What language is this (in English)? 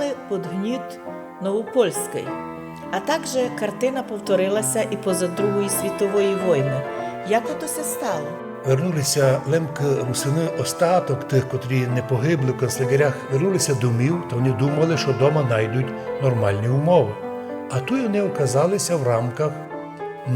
Rusyn